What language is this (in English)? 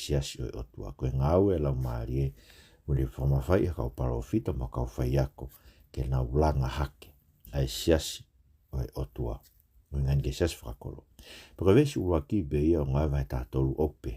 Tongan